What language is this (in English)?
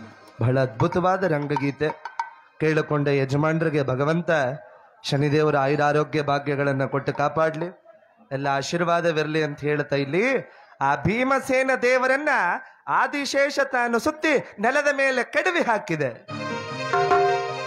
Kannada